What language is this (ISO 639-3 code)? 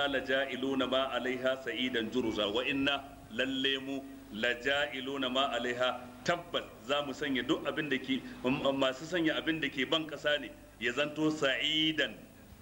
hau